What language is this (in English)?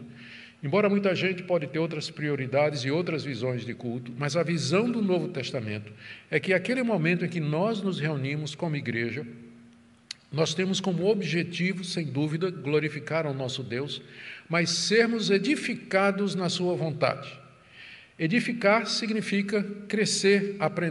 Portuguese